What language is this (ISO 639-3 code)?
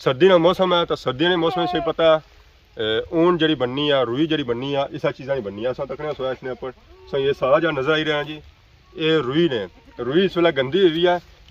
phr